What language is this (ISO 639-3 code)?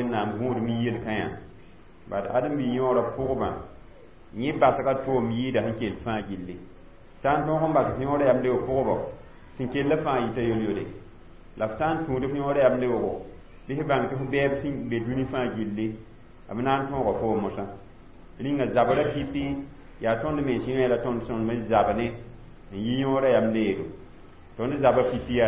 mos